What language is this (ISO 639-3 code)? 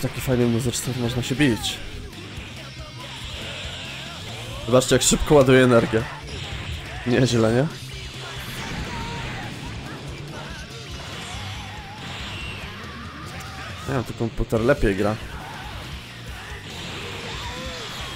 pol